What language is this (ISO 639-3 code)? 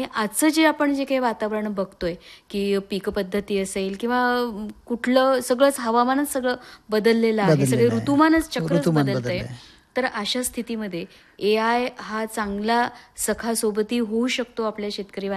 mar